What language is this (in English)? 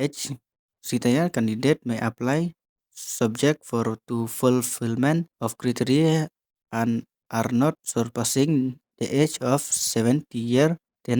Khasi